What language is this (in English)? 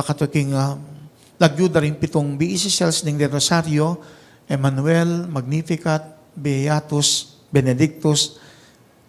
Pampanga